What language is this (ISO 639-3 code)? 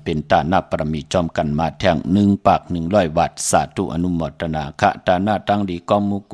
shn